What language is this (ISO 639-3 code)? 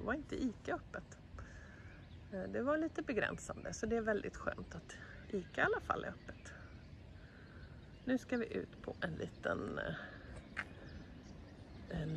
swe